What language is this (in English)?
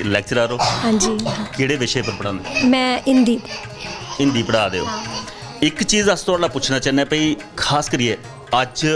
Dogri